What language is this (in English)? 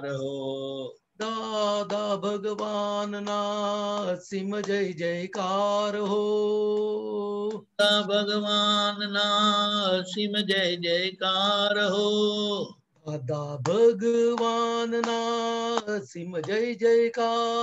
Gujarati